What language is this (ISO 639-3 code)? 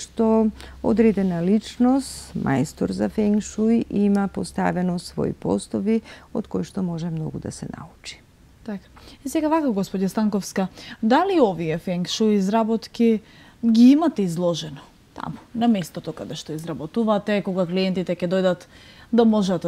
mkd